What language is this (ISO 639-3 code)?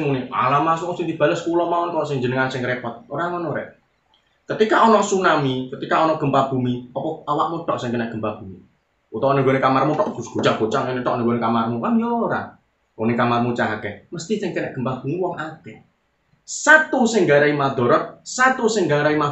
jav